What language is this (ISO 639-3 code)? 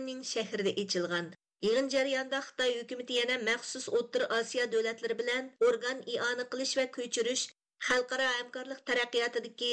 uig